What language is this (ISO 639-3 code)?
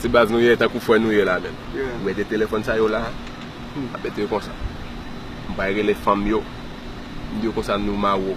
hat